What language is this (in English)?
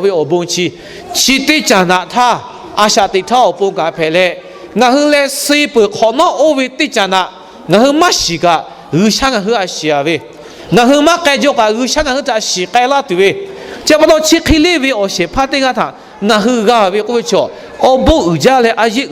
Lahu